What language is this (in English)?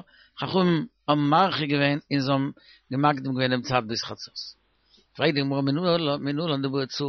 Yiddish